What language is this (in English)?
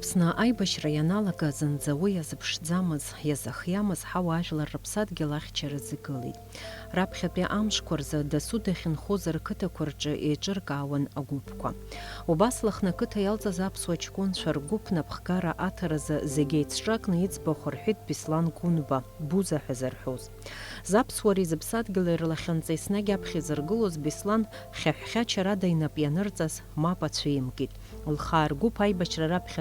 Abkhazian